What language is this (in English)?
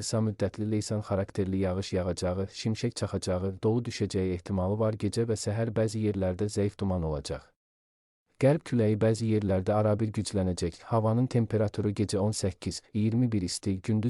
Azerbaijani